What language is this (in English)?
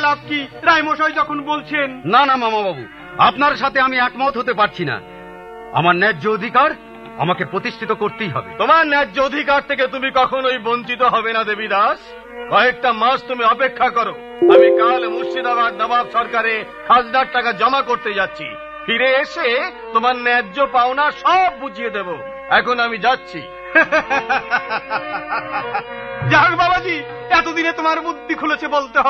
Bangla